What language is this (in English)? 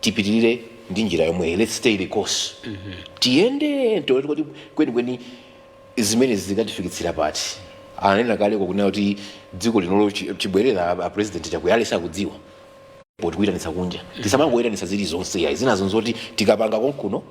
Nyanja